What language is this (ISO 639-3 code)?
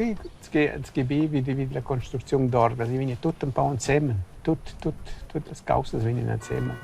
roh